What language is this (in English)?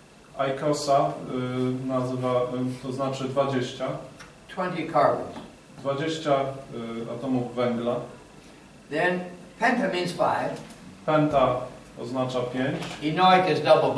Polish